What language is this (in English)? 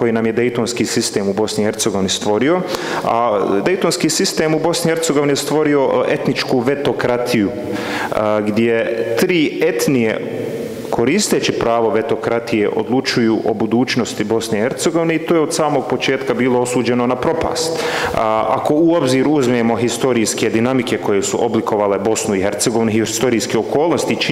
Bosnian